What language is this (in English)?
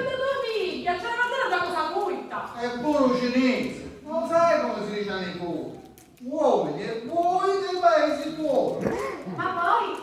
Sicilian